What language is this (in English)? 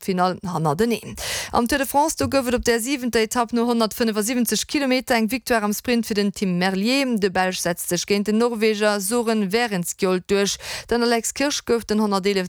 Luxembourgish